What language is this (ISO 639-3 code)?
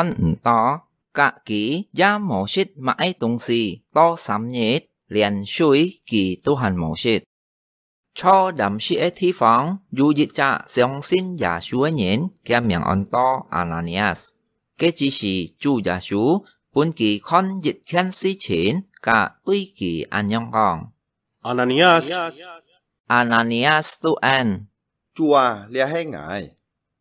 hak